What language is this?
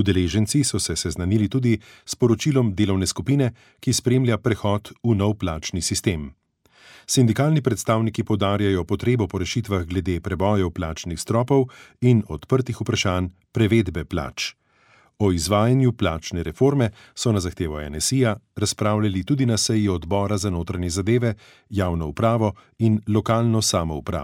Slovenian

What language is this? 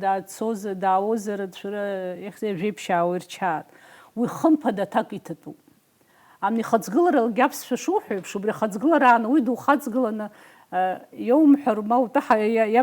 Abkhazian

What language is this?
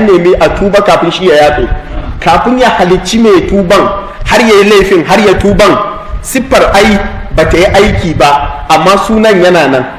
Hausa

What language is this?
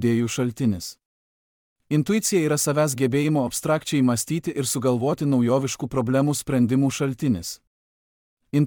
Lithuanian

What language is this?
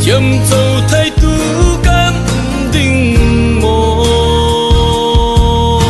Falam Chin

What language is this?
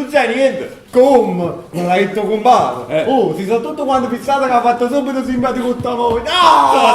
Neapolitan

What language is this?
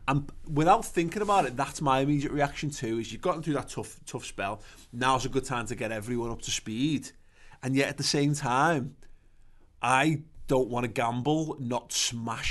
English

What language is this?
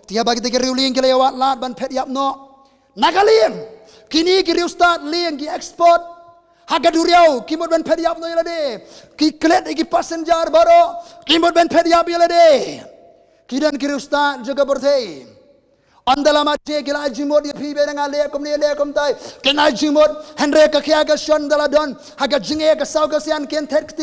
Khasi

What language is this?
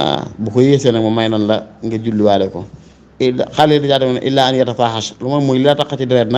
Wolof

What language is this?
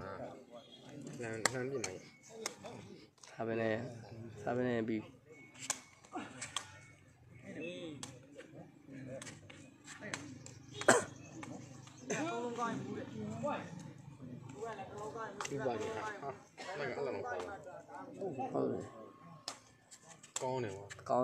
Burmese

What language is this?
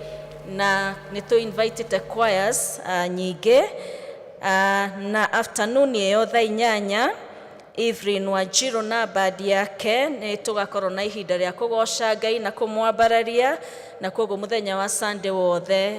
Kikuyu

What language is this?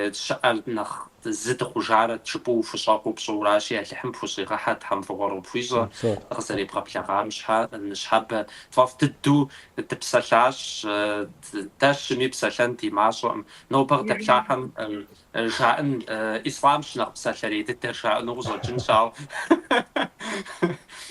Kabardian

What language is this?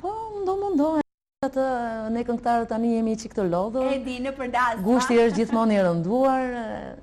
Albanian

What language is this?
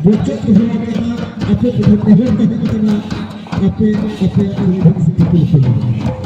Santali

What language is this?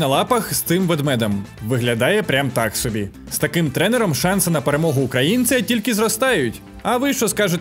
Ukrainian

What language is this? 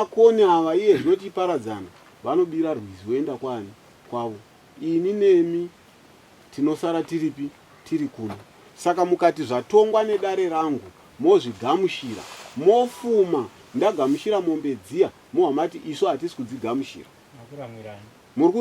Shona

